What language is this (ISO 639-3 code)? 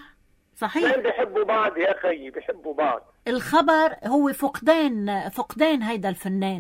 apc